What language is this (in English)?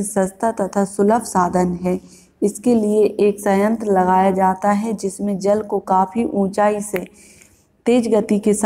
Hindi